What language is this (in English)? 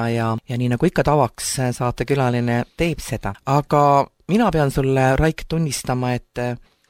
Estonian